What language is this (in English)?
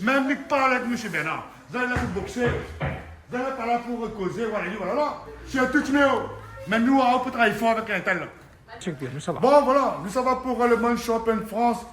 Réunion Creole French